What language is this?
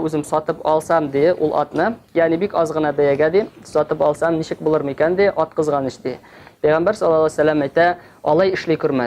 Tatar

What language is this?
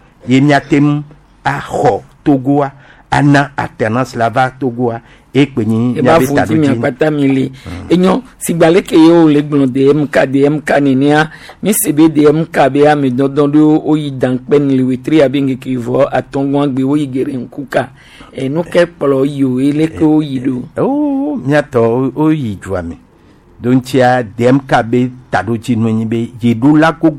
Gen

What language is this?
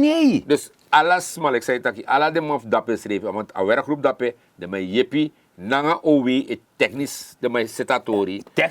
Sranan Tongo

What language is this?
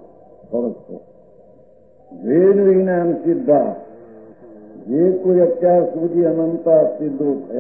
Gujarati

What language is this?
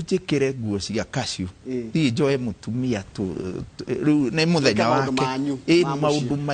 Kikuyu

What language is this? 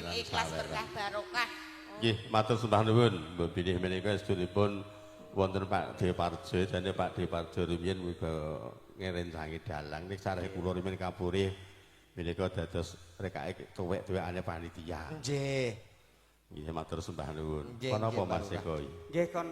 Javanese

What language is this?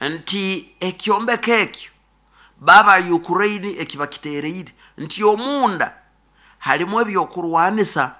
Nyoro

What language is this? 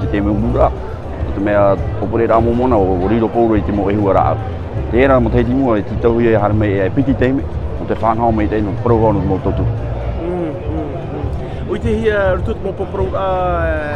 Tahitian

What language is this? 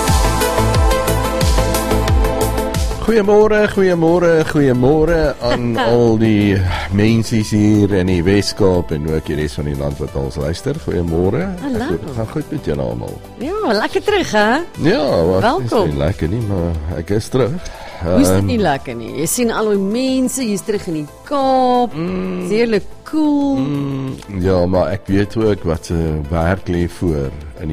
Afrikaans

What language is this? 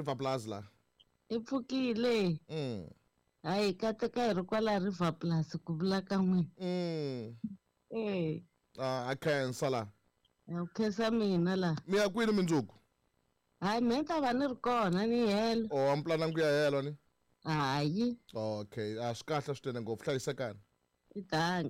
Tsonga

